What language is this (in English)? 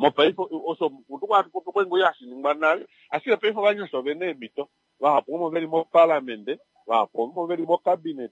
Kuanyama